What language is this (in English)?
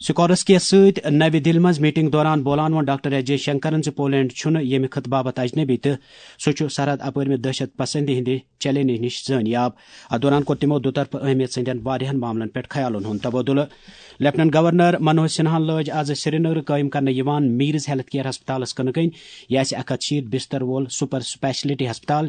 Kashmiri